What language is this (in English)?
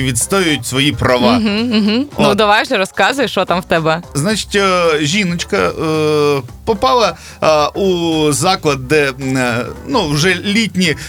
Ukrainian